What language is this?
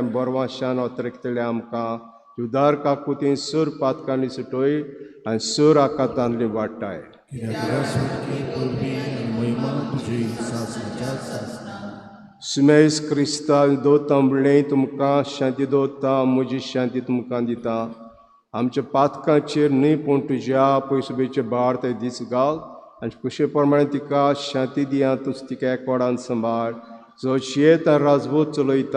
Konkani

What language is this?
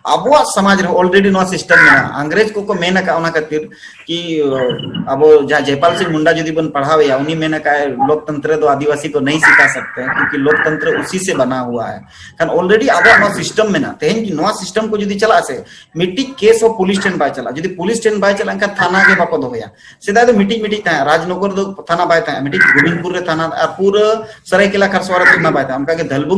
Santali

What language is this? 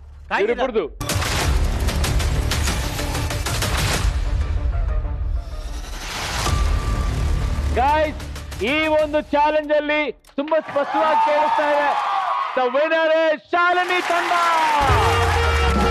Kannada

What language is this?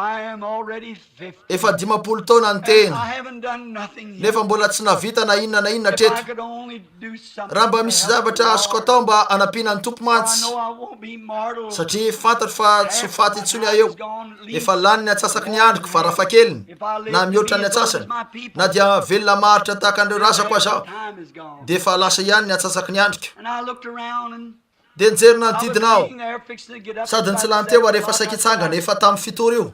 Malagasy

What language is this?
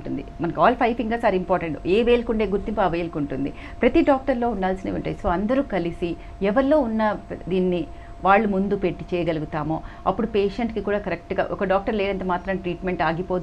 Telugu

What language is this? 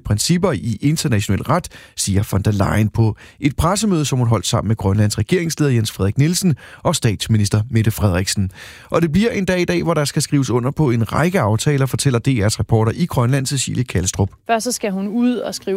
Danish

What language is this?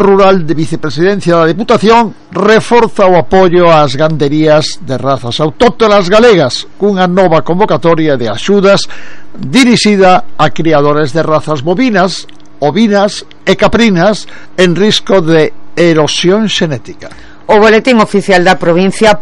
Galician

